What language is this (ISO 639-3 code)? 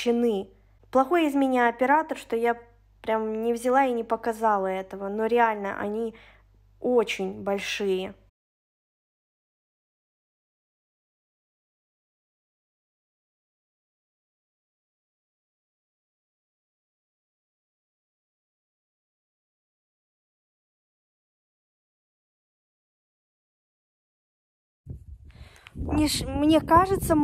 rus